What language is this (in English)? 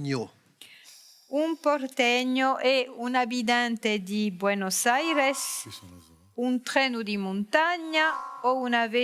Corsican